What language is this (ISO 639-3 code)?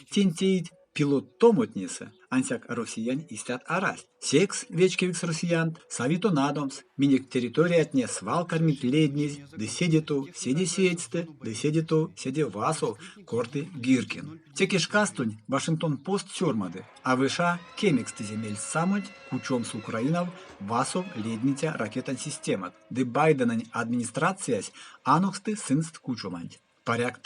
myv